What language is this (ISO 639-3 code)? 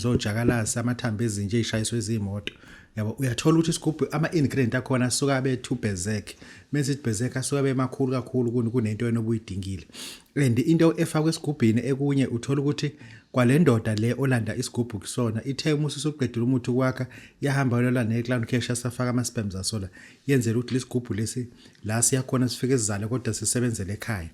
zul